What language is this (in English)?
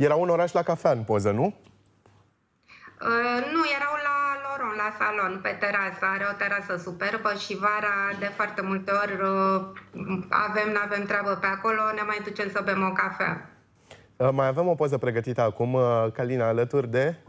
Romanian